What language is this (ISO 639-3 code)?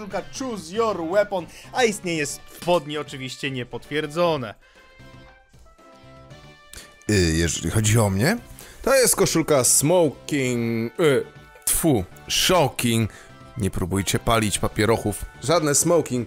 pol